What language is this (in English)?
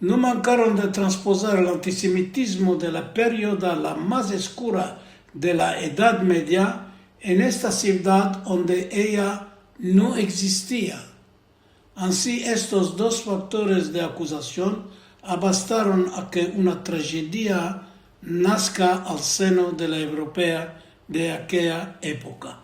Ladino